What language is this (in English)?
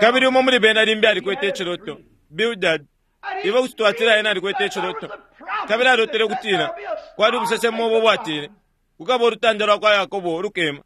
Bemba